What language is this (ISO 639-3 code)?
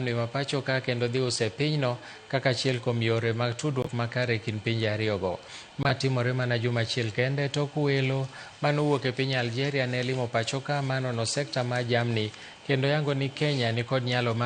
luo